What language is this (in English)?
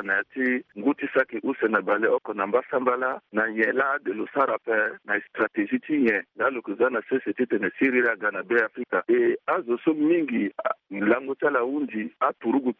Sango